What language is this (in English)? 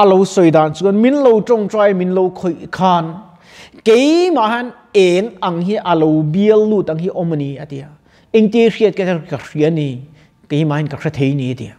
Mizo